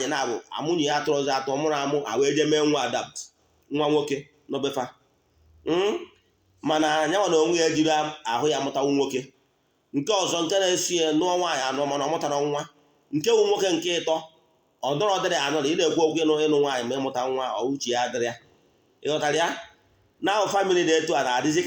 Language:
Igbo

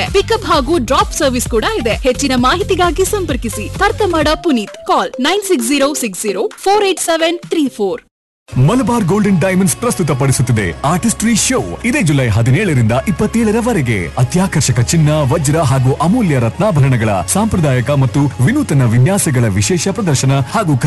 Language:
Kannada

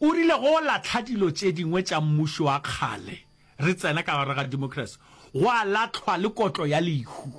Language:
Northern Sotho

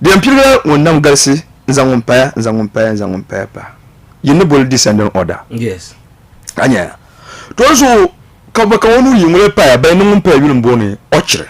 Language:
Dagbani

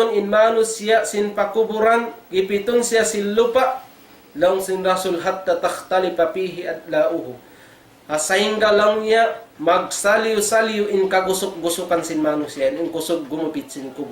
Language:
Tausug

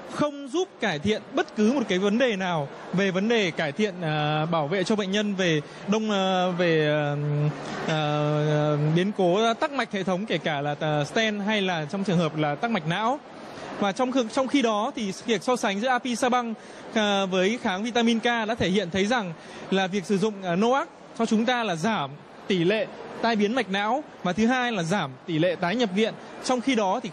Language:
Vietnamese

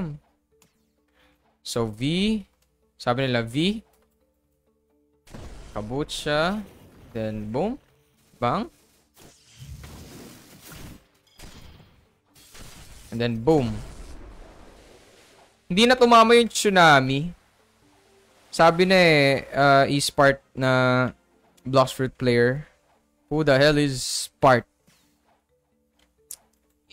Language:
Filipino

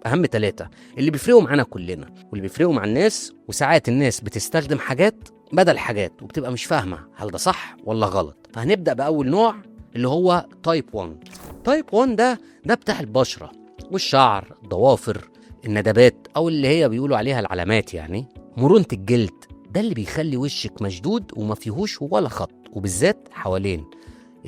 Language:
Egyptian Arabic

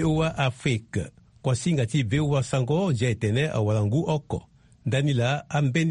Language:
Sango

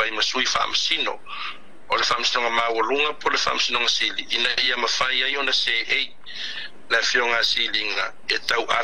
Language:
Samoan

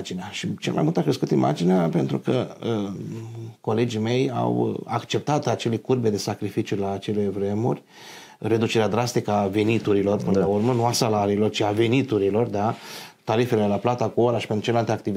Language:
Romanian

